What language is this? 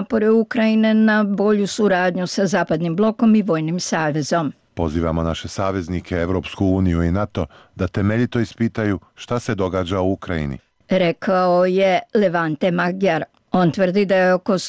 Bosnian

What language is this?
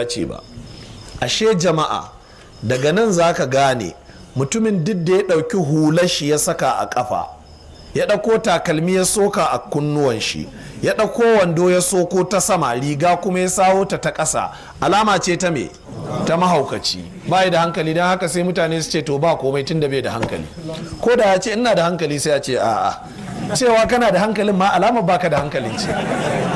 Hausa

